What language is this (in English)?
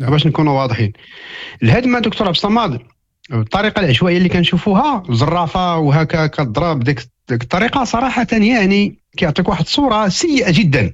Moroccan Arabic